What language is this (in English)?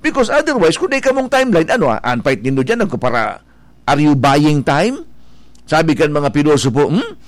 Bikol